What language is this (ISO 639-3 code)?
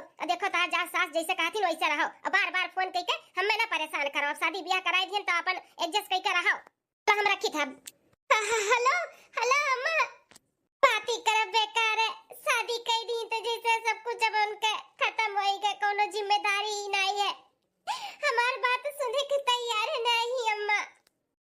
bho